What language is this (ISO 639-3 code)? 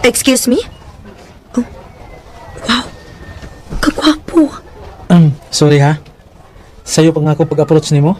ceb